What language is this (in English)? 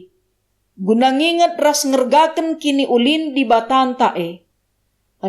Batak Karo